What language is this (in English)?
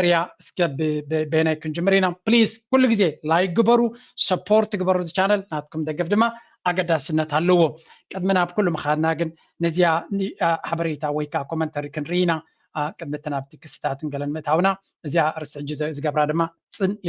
Tigrinya